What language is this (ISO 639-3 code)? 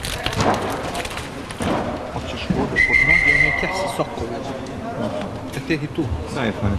hrv